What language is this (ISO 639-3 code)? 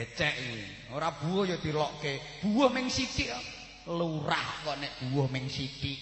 jav